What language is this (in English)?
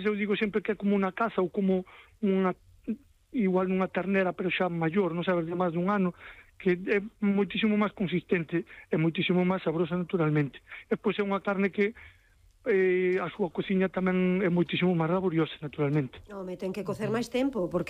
Galician